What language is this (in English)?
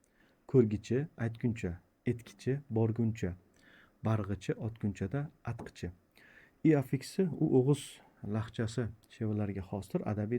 Uzbek